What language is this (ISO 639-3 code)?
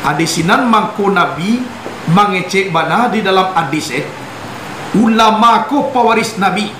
min